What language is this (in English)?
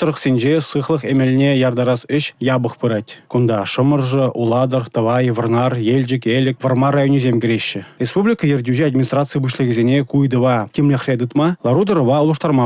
Chuvash